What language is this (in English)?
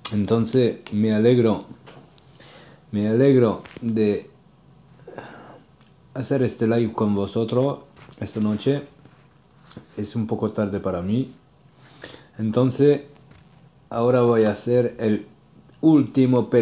Spanish